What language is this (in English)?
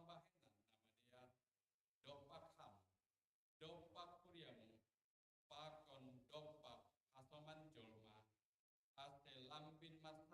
Batak Simalungun